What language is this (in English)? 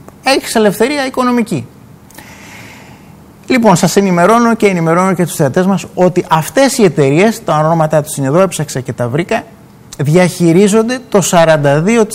Greek